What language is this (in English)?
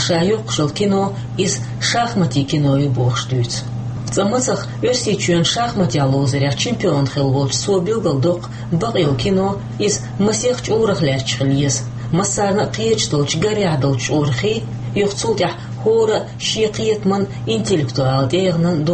Chechen